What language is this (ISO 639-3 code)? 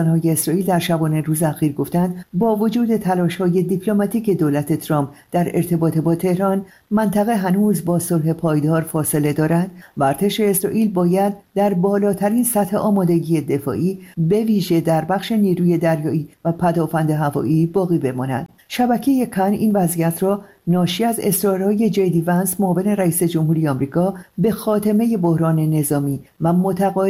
fas